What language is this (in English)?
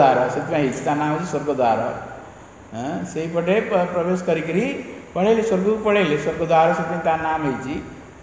Odia